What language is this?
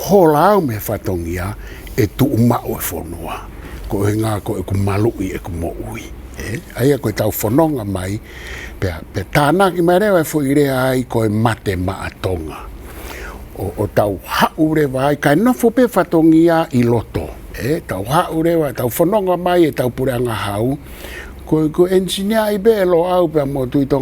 Tongan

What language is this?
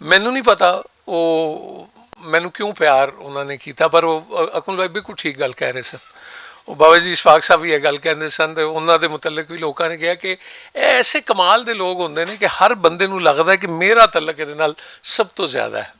Western Panjabi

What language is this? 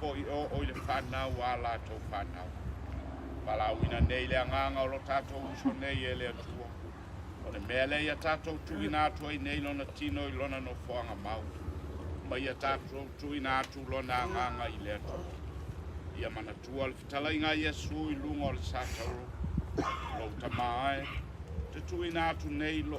Samoan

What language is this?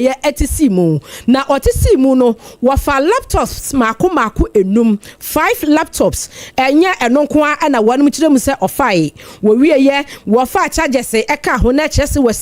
Akan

